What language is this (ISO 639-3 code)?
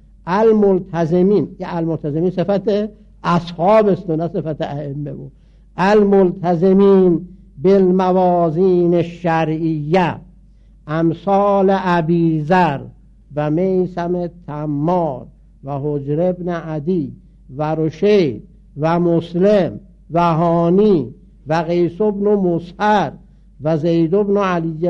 fas